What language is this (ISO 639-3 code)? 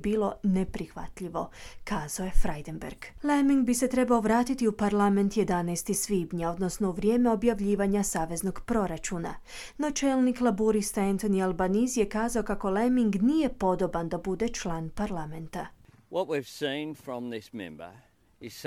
hrv